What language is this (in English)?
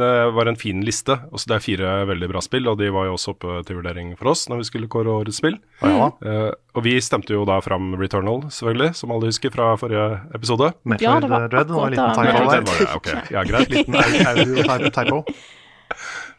Norwegian